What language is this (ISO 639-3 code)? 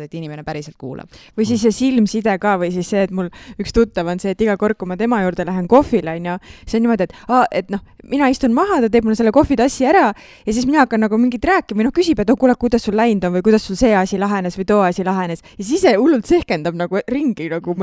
est